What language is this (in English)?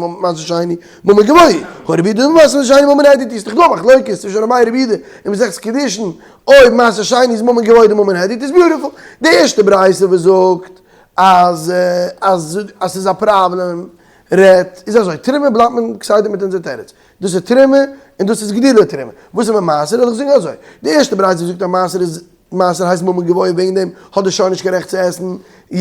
Yiddish